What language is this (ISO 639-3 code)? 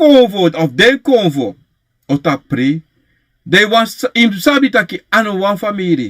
srn